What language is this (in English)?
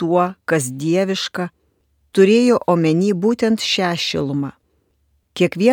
Lithuanian